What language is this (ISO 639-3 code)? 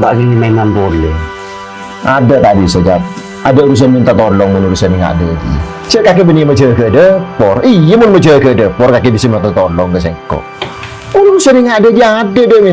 mad